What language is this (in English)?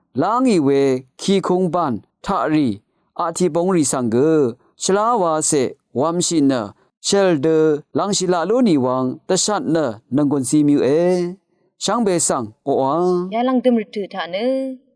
Rawang